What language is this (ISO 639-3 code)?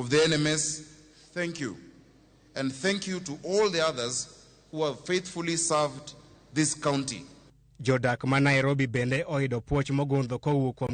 luo